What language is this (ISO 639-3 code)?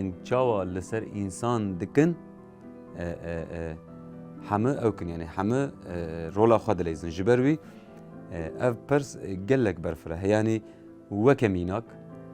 kur